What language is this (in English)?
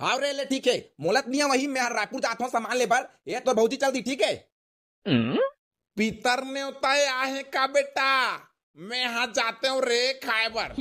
Chhattisgarhi